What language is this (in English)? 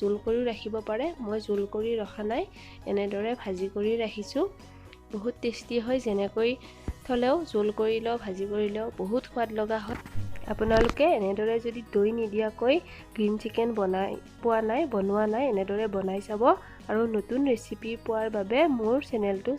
Assamese